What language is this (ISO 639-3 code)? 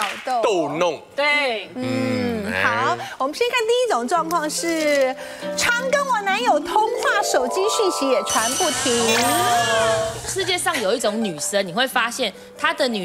zho